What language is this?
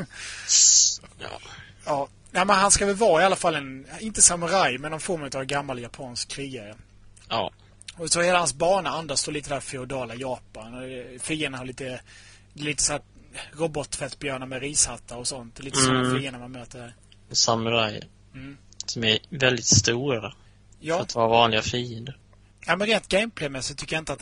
Swedish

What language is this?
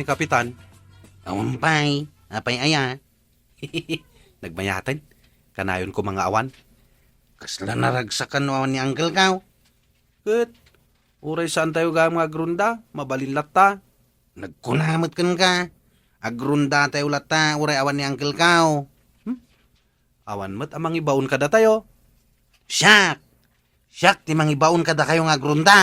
Iloko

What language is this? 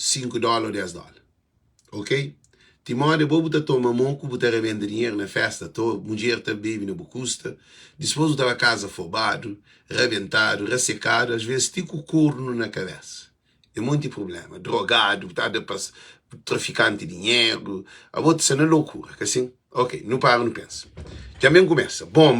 Kabuverdianu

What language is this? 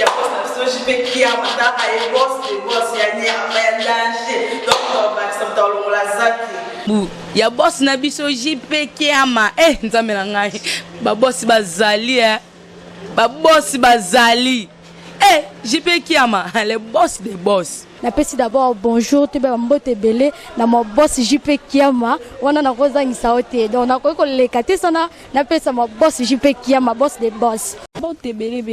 Lingala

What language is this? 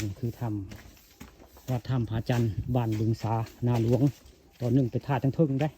Northeastern Thai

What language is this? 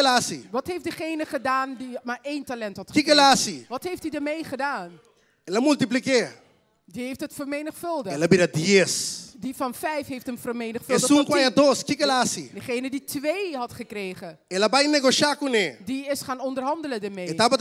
Papiamento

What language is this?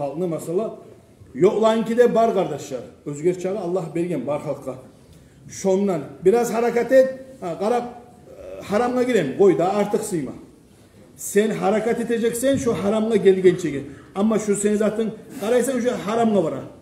Kumyk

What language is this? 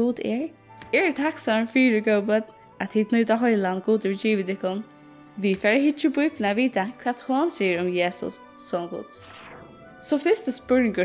Faroese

